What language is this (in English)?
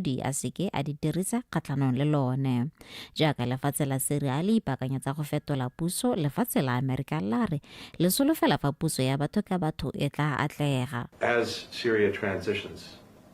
Tswana